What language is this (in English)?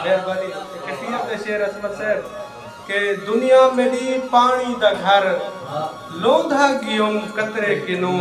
Saraiki